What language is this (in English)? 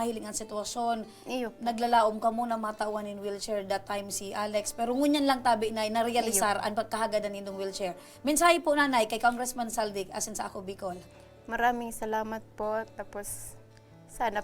Bikol